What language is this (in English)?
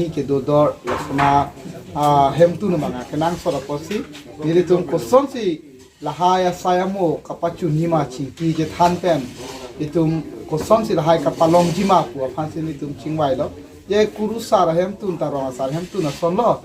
Karbi